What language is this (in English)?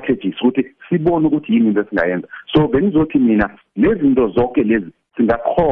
South Ndebele